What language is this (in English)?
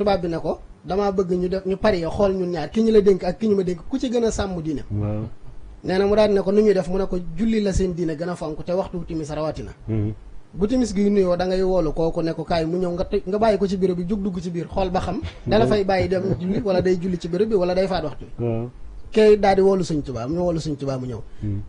Wolof